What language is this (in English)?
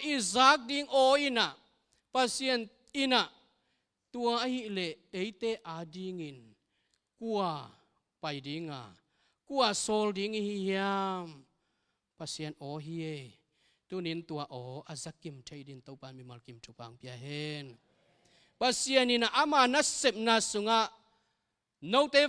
Tedim Chin